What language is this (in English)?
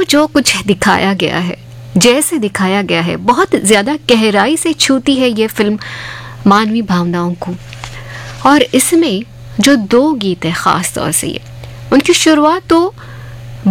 Hindi